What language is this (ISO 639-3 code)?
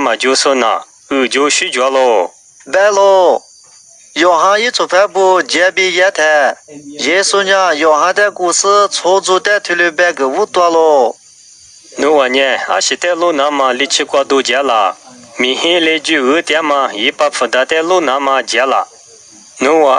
lis